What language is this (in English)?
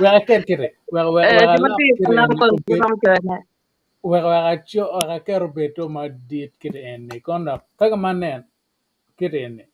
Acoli